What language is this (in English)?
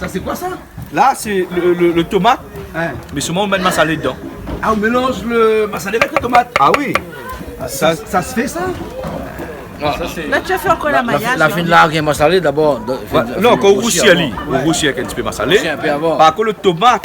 Réunion Creole French